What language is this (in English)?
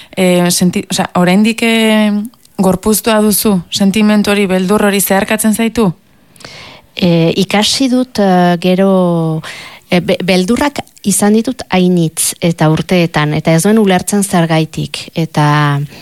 Basque